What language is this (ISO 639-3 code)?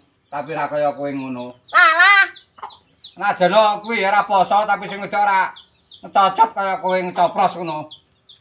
jav